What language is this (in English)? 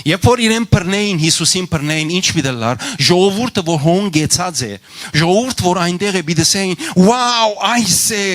Western Armenian